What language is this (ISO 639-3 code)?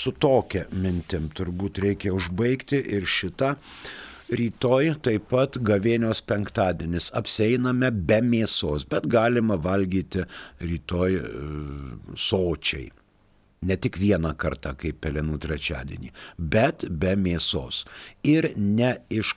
lit